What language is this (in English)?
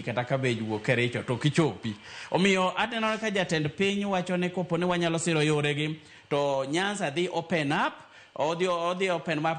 Luo (Kenya and Tanzania)